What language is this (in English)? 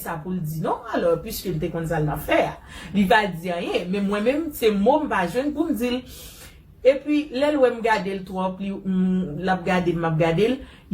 Haitian Creole